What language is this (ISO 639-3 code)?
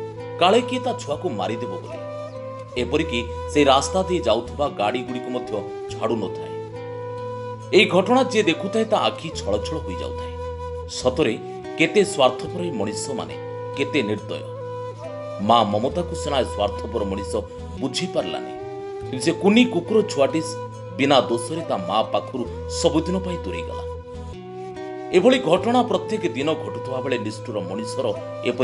ori